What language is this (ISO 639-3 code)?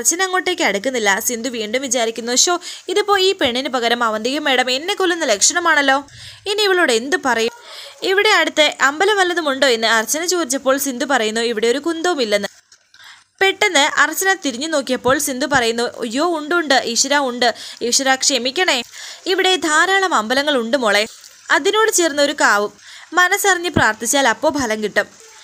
mal